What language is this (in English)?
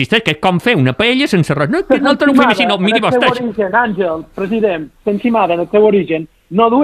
Catalan